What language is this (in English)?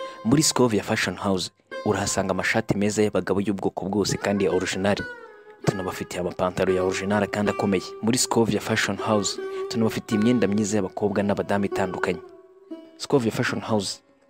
Kinyarwanda